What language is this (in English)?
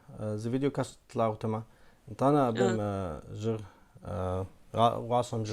Kabardian